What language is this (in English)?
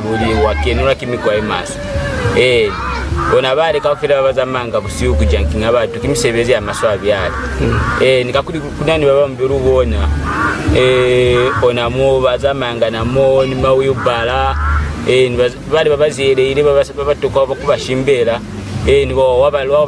Lozi